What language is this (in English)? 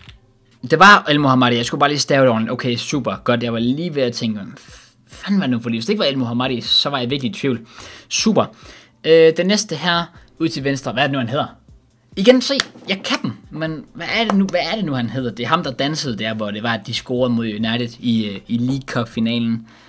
Danish